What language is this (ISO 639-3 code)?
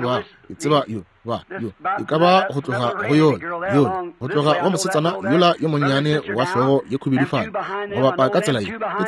nso